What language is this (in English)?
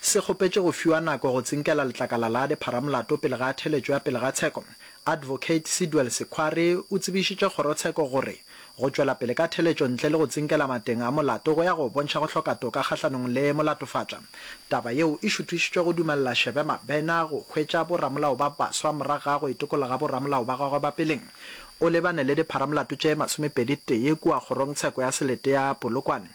Northern Sotho